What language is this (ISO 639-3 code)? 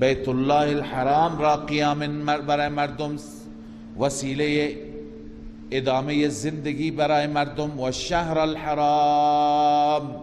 fas